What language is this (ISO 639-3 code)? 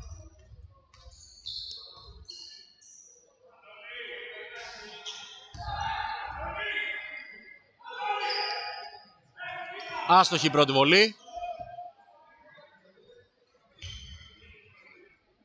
ell